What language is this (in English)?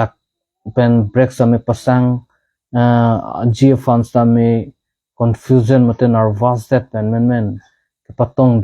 Karbi